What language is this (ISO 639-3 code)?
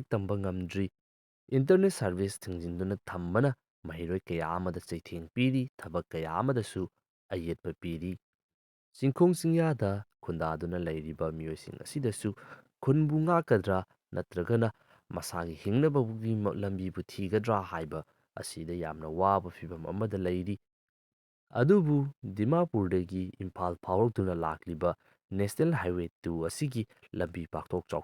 mni